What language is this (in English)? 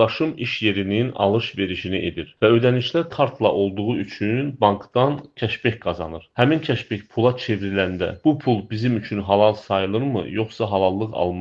Azerbaijani